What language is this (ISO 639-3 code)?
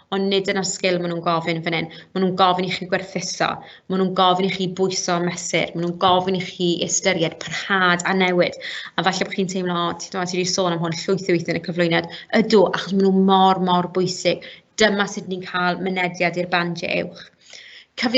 cym